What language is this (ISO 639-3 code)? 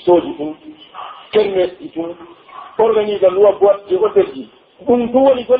fuf